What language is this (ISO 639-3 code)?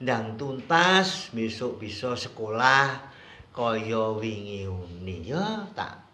jav